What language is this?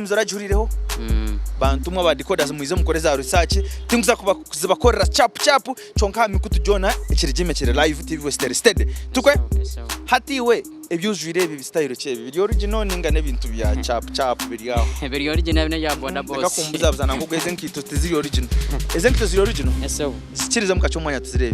Nyankole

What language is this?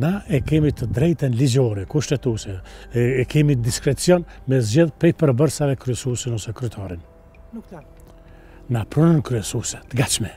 Albanian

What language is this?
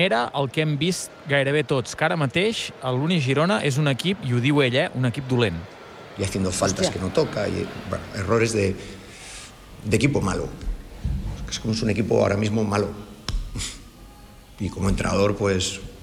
Catalan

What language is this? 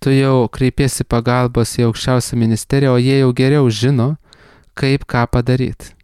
Lithuanian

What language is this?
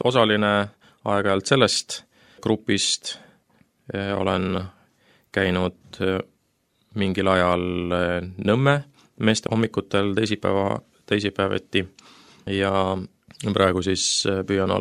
Estonian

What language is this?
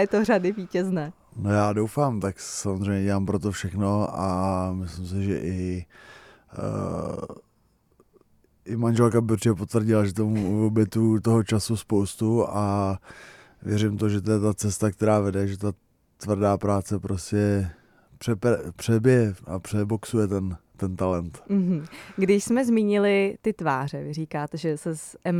Czech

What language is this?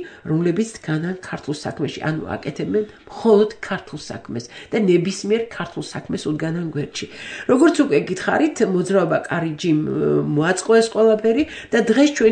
Georgian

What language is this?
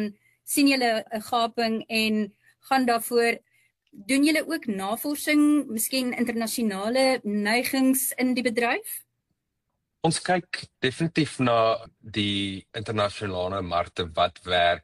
Afrikaans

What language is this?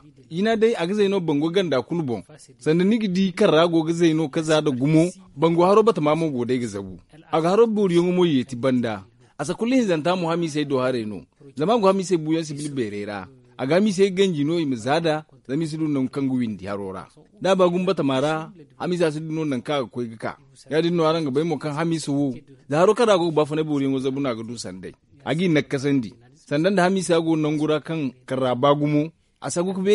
Zarma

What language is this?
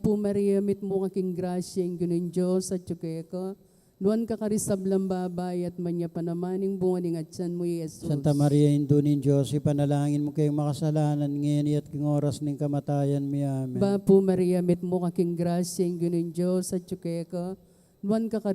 Pampanga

